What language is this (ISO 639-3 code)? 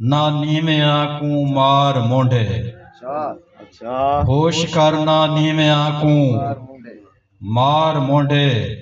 skr